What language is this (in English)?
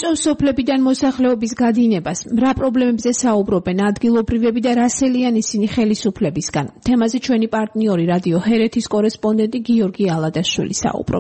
Georgian